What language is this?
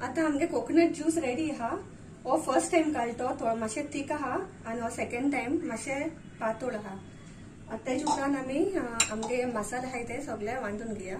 Konkani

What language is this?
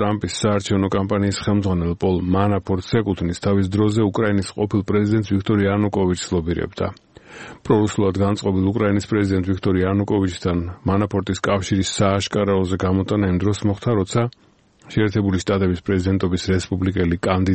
Georgian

